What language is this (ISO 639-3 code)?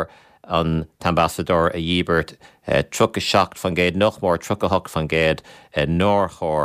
gle